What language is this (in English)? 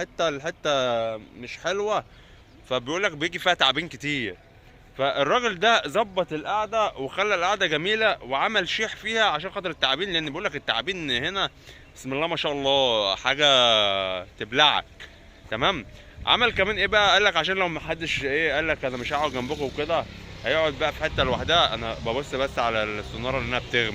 Egyptian Arabic